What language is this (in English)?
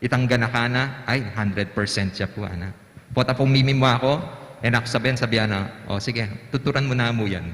Pampanga